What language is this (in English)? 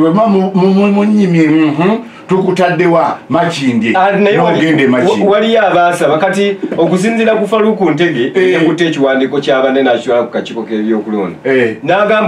Ganda